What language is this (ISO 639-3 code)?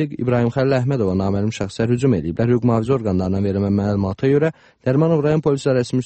aze